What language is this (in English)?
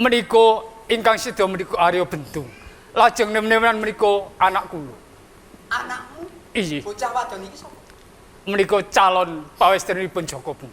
Javanese